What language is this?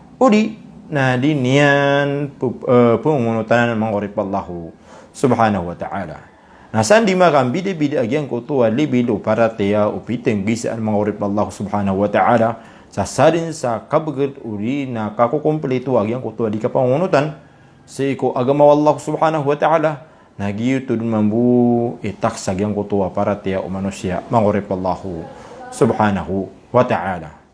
Maranao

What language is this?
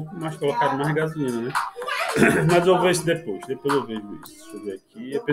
Portuguese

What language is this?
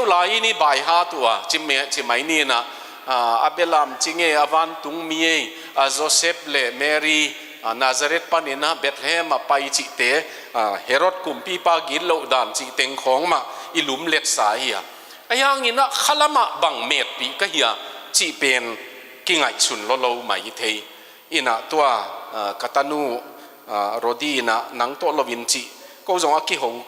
Tedim Chin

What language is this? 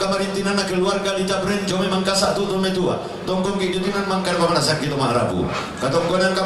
Toraja-Sa'dan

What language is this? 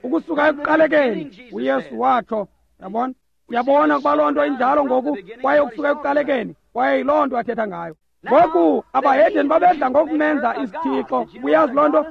Xhosa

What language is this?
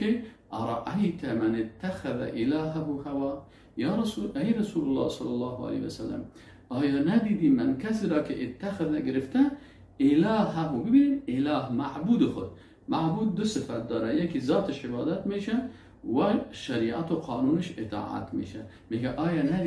Persian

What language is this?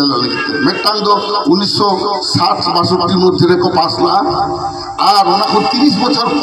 Santali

